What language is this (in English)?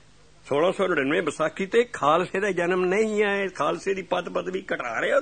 Punjabi